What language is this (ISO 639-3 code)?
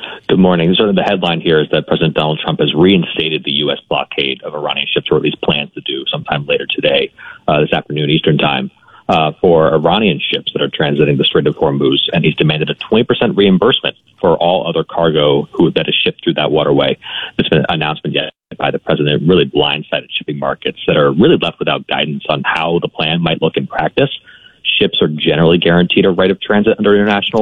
eng